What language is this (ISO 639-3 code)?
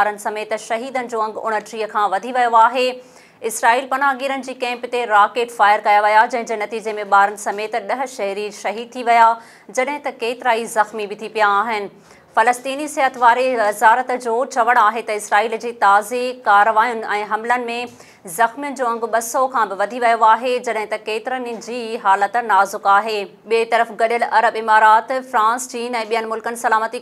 snd